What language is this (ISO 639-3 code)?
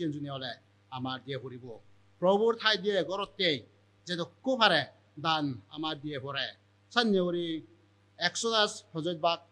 ccp